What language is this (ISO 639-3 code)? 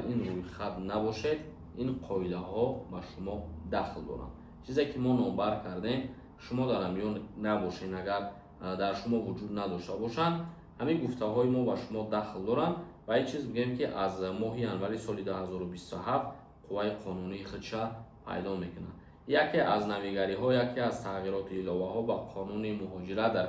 tgk